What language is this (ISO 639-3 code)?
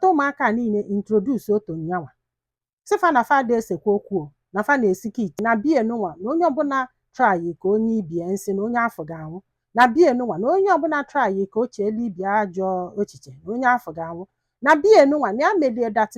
ibo